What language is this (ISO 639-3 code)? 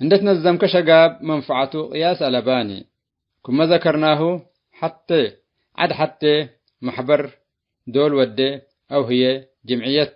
tig